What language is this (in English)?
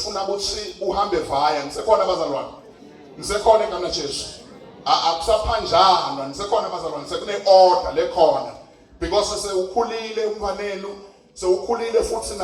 Zulu